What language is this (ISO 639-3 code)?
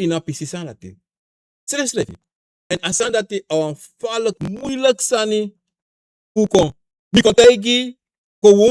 srn